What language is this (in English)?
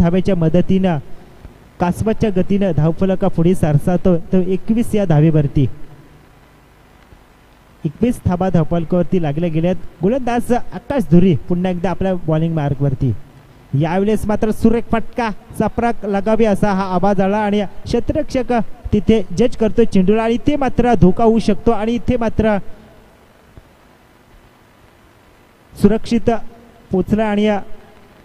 Marathi